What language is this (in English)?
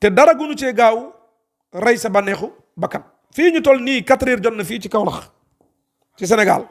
Wolof